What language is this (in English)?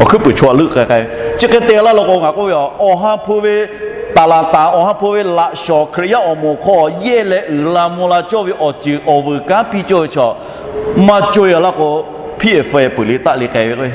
Lahu